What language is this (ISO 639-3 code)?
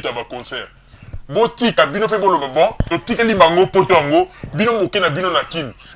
lin